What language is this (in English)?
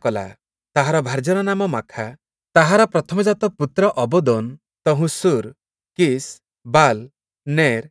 Odia